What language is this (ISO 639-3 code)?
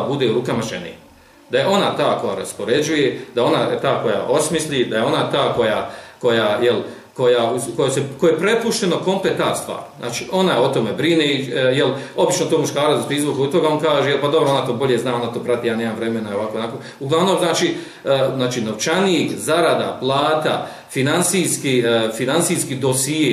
bos